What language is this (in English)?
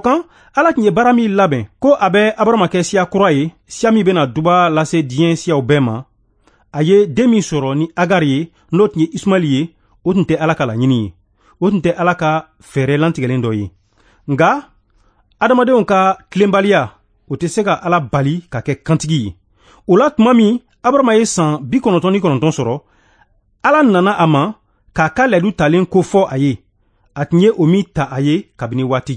Bambara